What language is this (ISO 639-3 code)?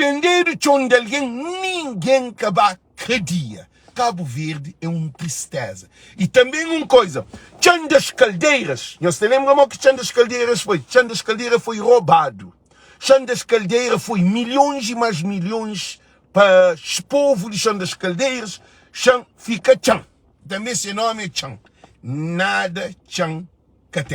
kea